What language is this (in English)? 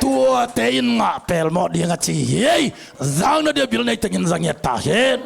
Tedim Chin